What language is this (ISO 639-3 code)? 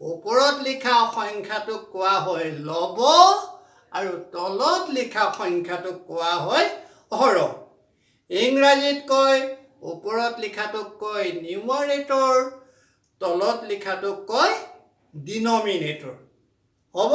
asm